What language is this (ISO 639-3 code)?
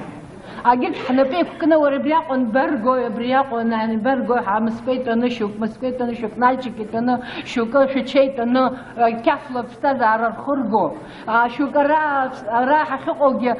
abk